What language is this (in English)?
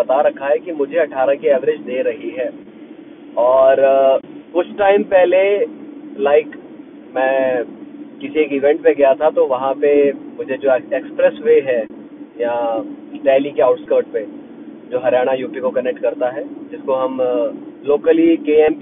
Hindi